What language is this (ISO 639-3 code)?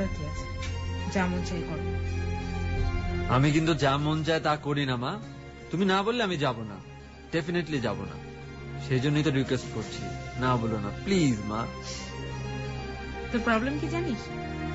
ben